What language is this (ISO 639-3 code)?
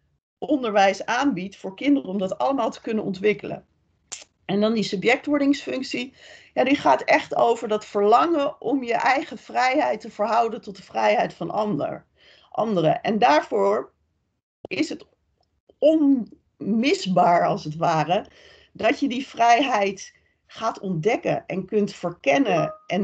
nld